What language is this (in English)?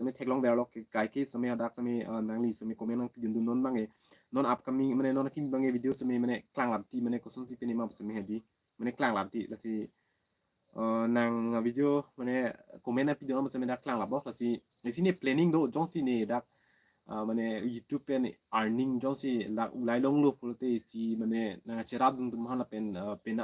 Karbi